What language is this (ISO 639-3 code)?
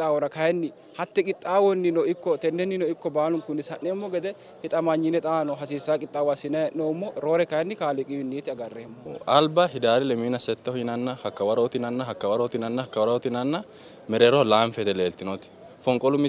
sid